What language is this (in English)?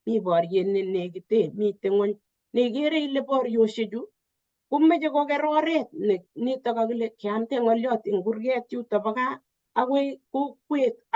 Kalenjin